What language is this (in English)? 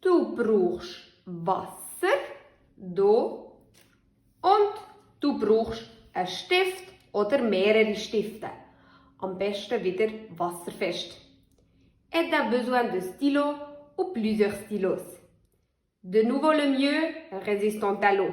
Swiss German